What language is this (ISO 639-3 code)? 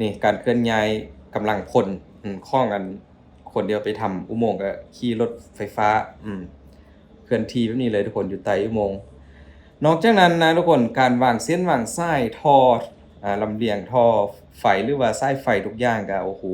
lao